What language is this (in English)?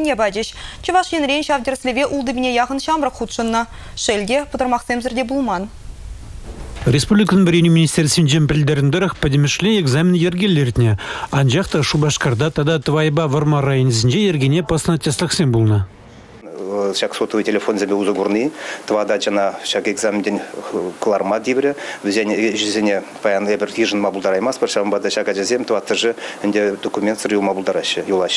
Chuvash